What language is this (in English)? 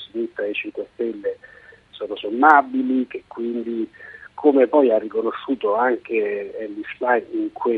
Italian